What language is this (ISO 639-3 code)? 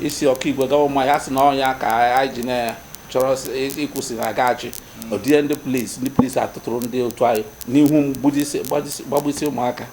ibo